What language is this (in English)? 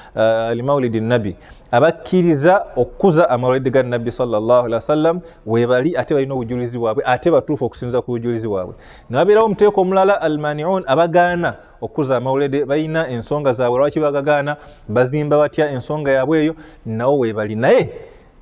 Ganda